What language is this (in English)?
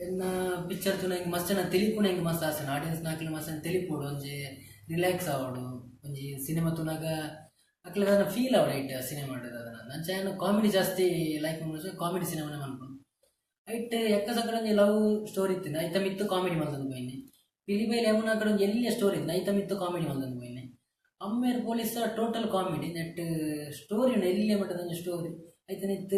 Tulu